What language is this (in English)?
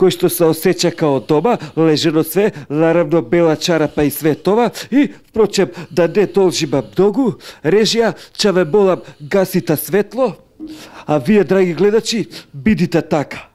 Macedonian